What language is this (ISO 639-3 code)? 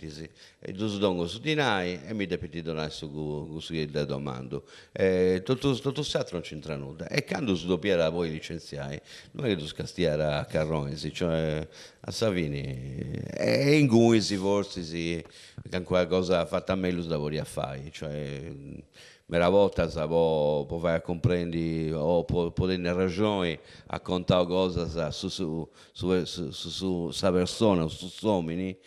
srd